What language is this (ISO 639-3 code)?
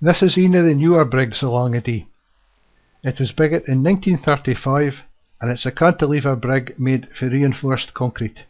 sco